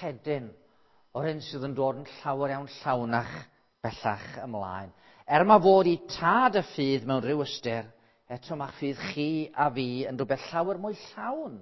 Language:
Welsh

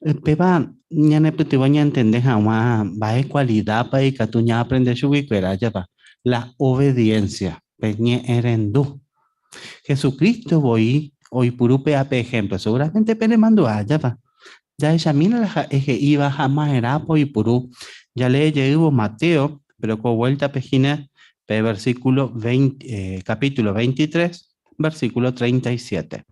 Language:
Guarani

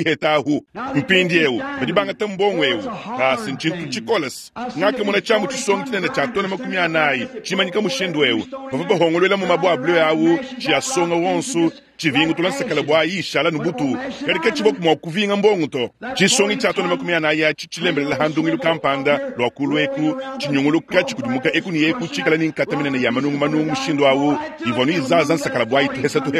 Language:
Luba-Lulua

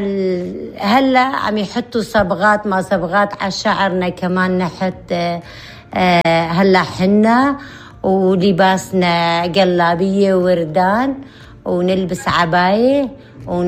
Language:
North Levantine Arabic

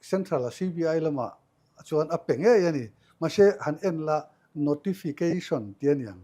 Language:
Mizo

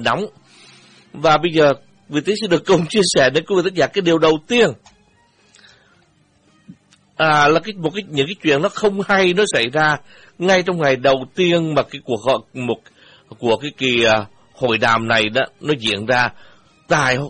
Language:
Vietnamese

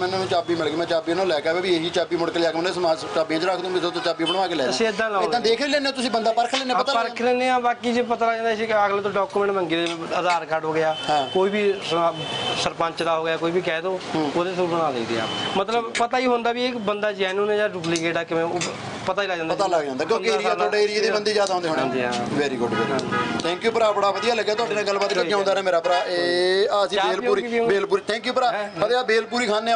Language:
Punjabi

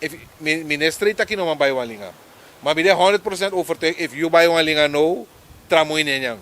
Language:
Sranan Tongo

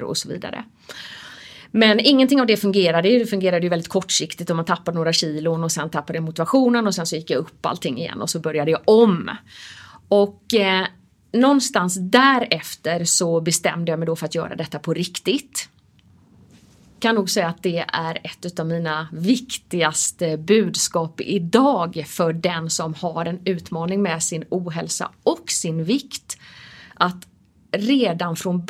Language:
Swedish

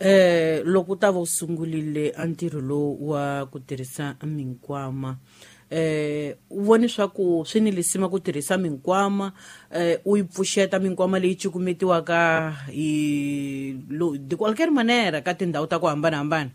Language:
Tsonga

